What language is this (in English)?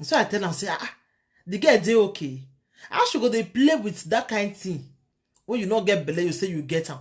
Nigerian Pidgin